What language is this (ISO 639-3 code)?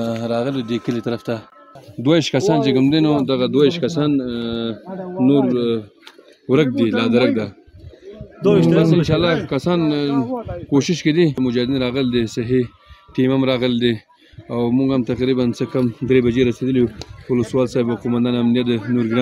pus